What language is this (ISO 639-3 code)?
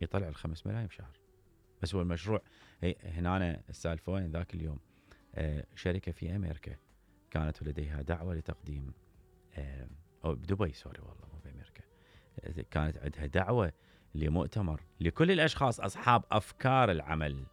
acm